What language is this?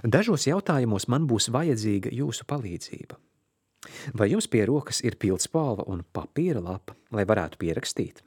Latvian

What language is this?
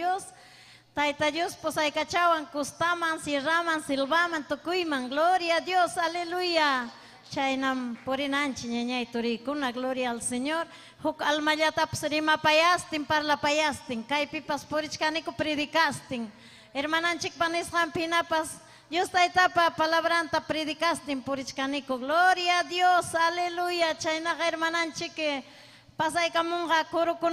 Ayacucho Quechua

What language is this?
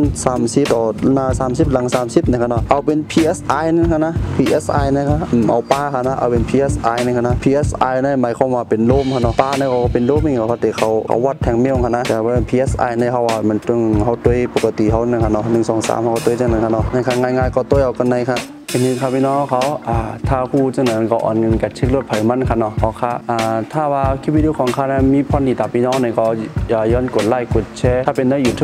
Shan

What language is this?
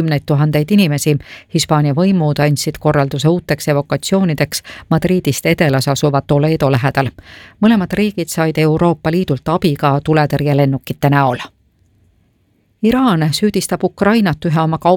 Estonian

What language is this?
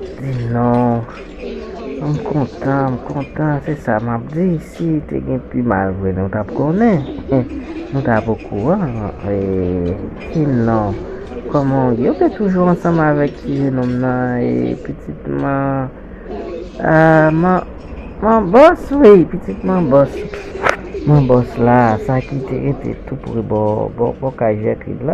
Haitian Creole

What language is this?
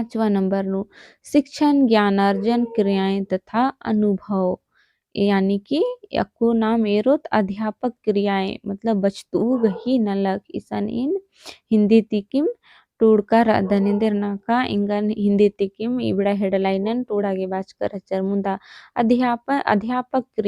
Kurukh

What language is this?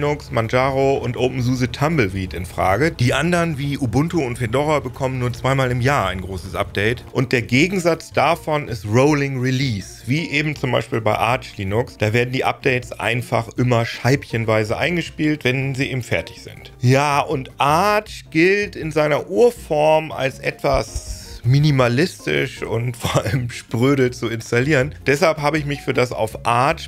German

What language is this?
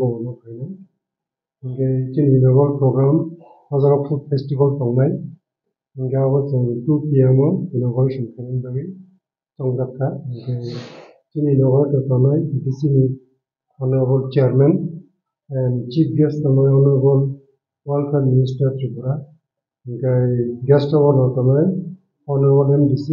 Kok Borok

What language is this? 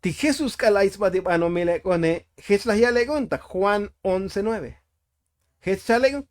Tzotzil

